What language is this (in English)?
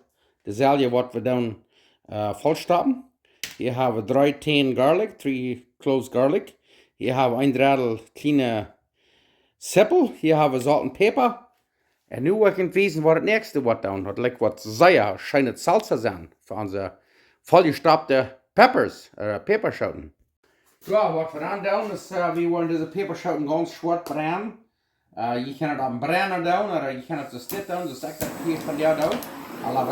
Plautdietsch